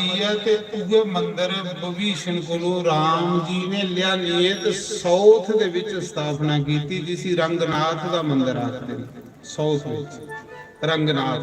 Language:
Dogri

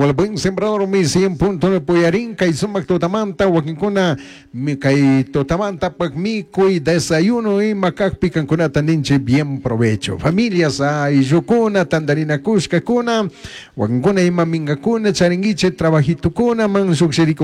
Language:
Chimborazo Highland Quichua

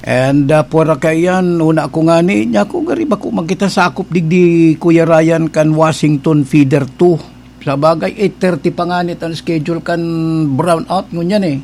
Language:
Bikol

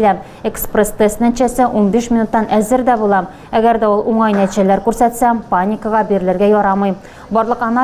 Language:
Tatar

